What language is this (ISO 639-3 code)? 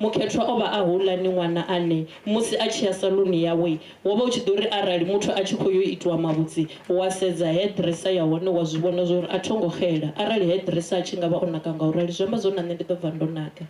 ven